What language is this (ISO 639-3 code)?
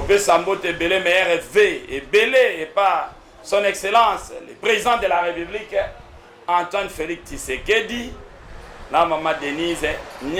lin